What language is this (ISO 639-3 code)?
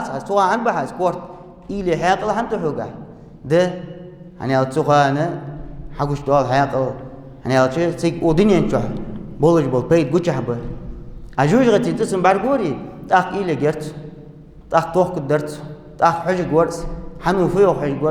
inh